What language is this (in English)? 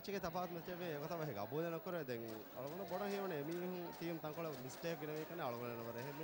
Divehi